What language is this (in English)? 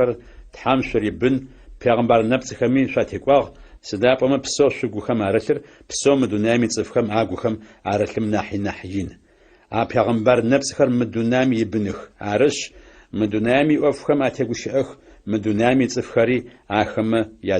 Adyghe